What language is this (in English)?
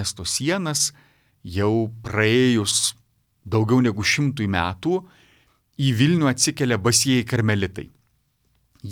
Lithuanian